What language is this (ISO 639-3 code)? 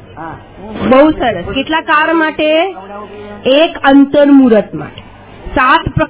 guj